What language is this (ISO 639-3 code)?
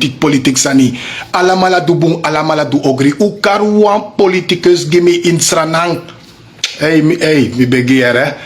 srn